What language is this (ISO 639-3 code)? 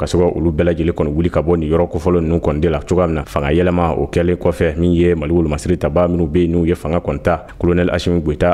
bam